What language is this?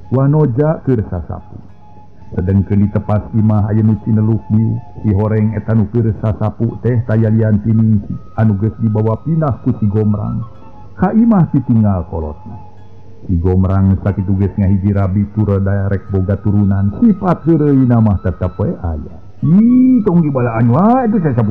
Sundanese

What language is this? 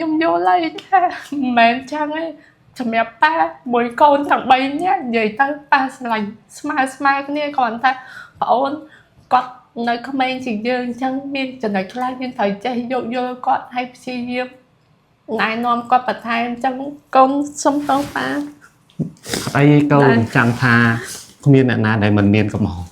Khmer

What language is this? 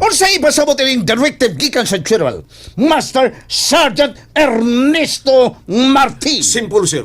Cebuano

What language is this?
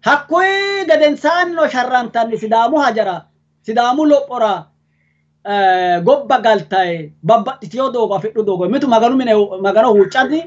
Sidamo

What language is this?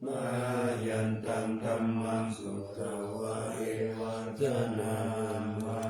Pali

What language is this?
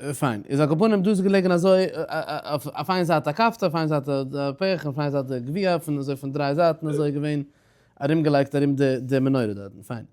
Yiddish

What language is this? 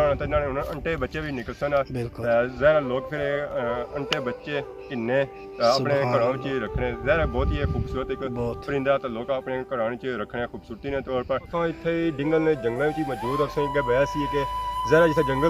Pahari-Potwari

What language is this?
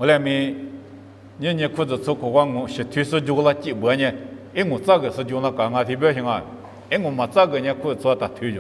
Lisu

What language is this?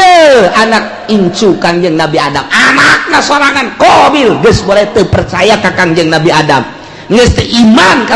Sundanese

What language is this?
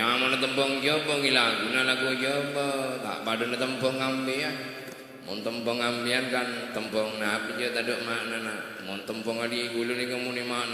Madurese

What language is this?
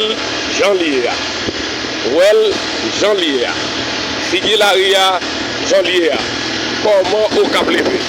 Haitian Creole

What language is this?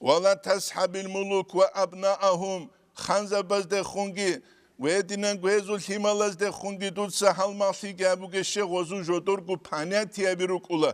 Avaric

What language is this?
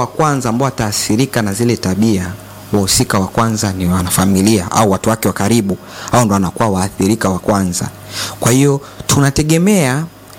Swahili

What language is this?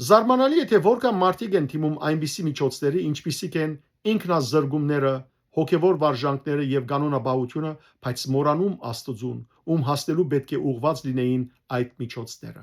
Western Armenian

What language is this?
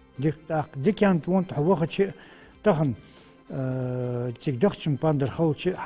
Ingush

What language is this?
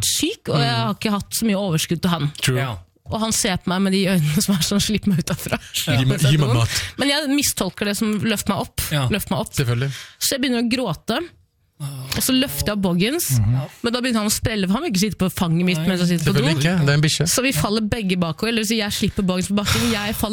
Norwegian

